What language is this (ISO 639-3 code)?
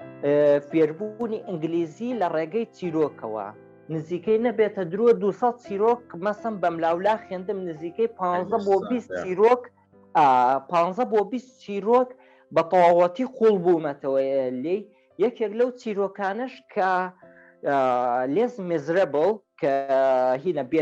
ckb